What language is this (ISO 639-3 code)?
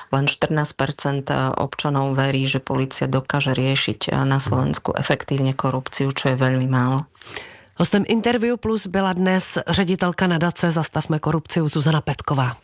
slk